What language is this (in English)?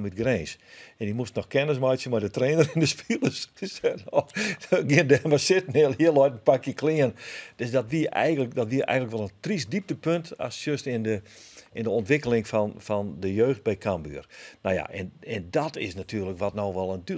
Western Frisian